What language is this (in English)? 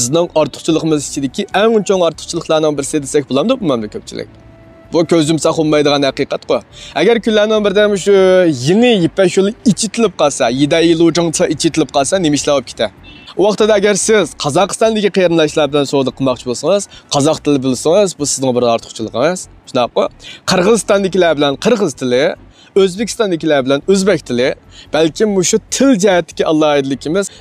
Uyghur